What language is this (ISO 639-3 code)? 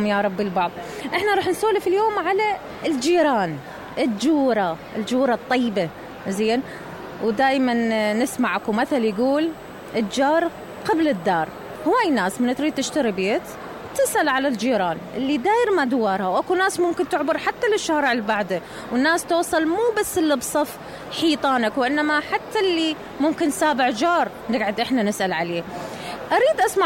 acm